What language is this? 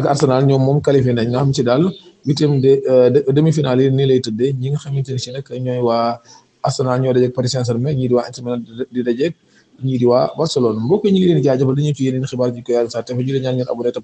Wolof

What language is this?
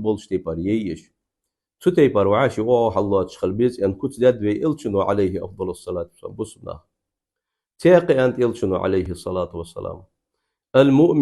Ingush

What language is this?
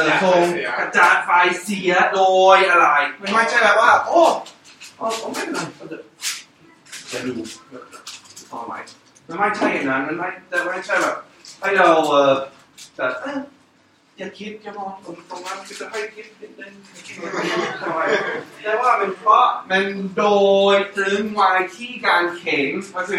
Thai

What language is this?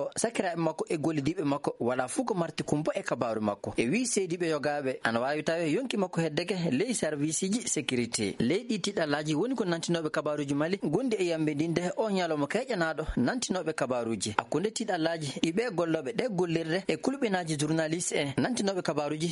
Fula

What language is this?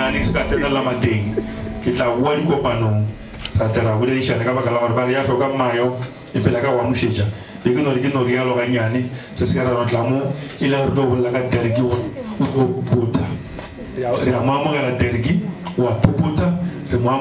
Northern Sotho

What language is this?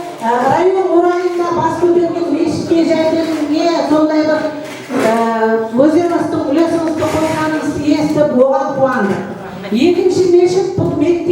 Kara-Kalpak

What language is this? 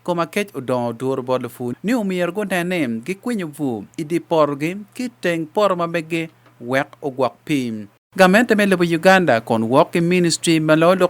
Acoli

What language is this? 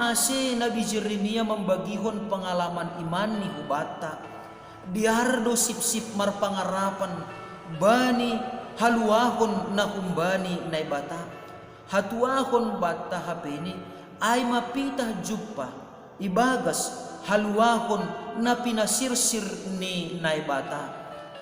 Batak Simalungun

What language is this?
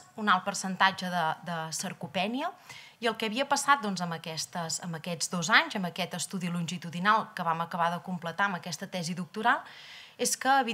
Catalan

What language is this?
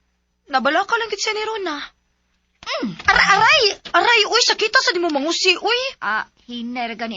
Cebuano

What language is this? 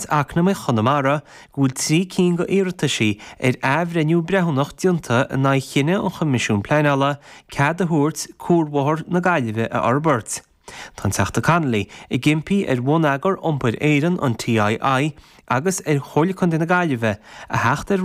Irish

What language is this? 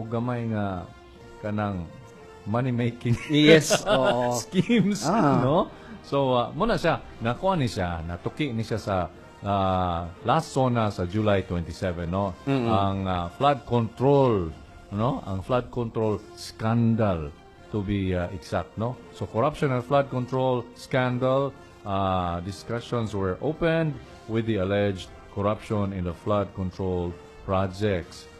Cebuano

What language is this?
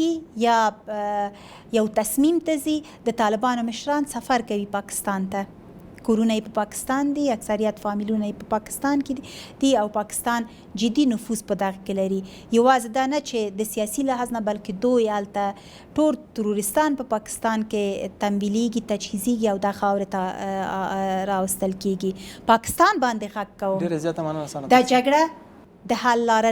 Pashto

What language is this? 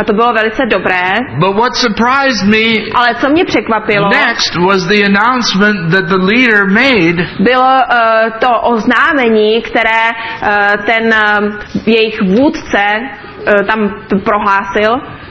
Czech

